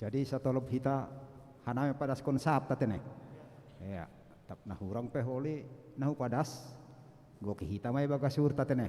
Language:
Batak Simalungun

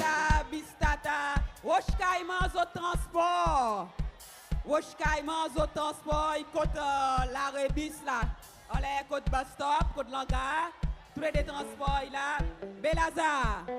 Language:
Seselwa Creole French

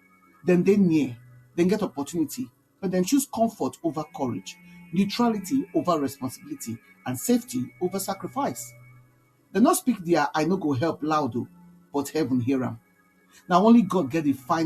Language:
Nigerian Pidgin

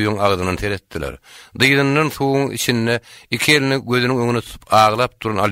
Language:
Turkmen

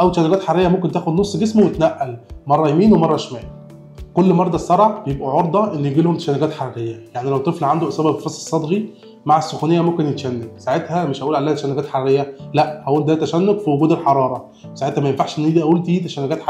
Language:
Egyptian Arabic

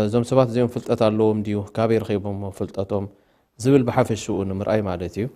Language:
Tigrinya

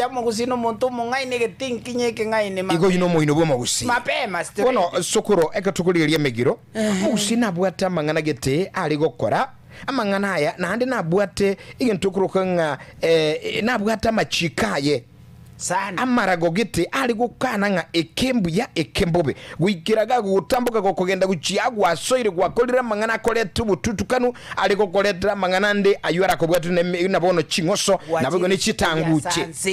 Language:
Gusii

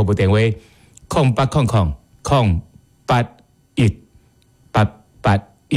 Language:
Min Nan Chinese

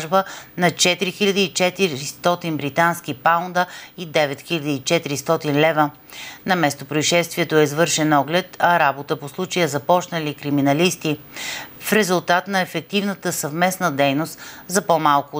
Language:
Bulgarian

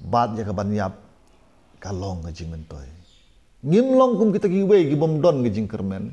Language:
Khasi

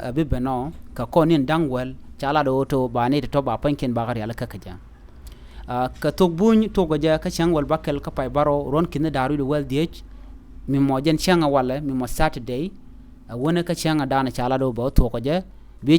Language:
Nuer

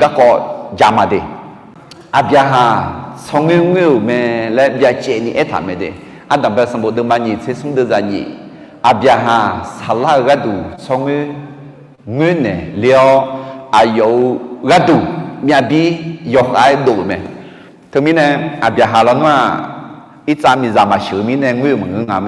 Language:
Akha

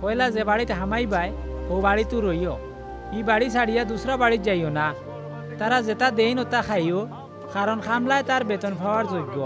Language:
Sylheti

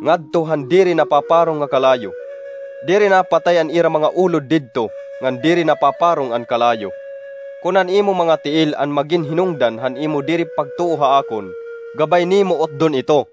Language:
Waray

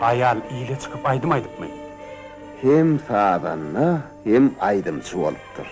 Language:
Turkmen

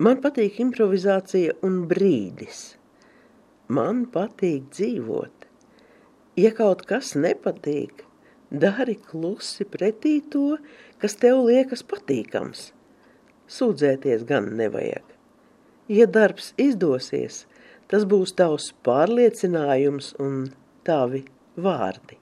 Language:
Latvian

